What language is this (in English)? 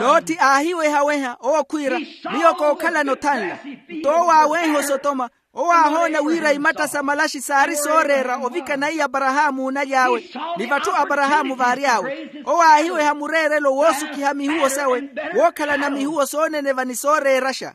Makhuwa